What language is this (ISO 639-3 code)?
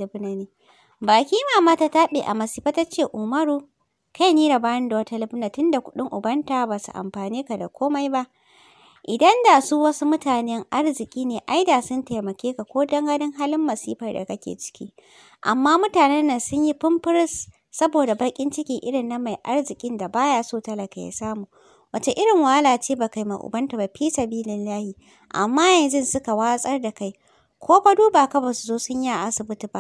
hau